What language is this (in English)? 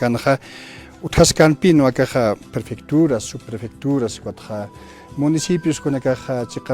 Aymara